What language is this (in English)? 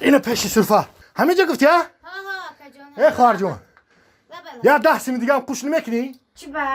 Tajik